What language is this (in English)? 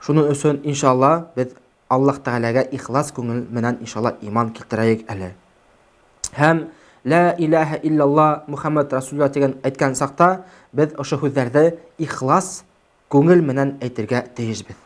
Bashkir